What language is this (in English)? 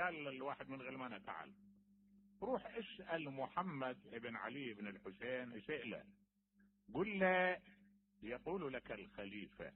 Mesopotamian Arabic